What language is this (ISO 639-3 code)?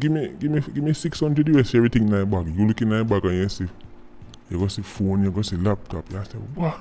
jam